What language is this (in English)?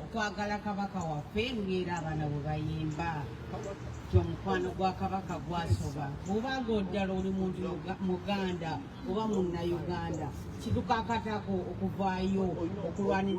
Ganda